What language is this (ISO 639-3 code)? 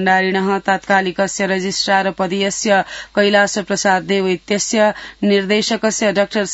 san